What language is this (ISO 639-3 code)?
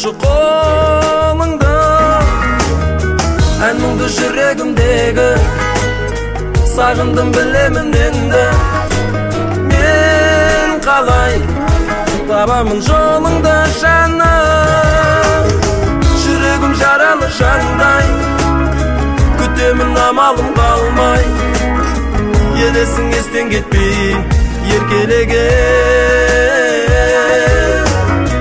kaz